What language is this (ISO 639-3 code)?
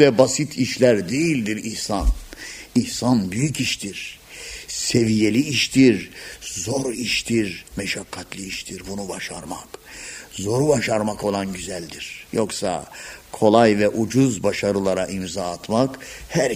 tur